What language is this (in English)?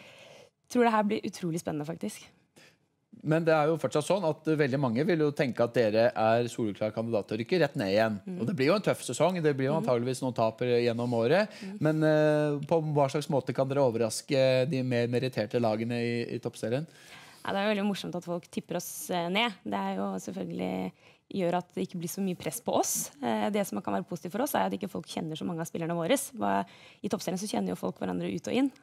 Norwegian